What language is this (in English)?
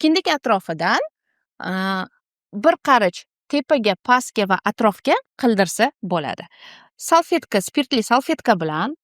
Uzbek